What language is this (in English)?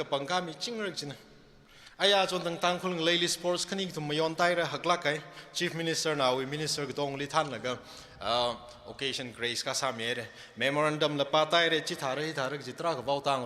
Tangkhul Naga (India)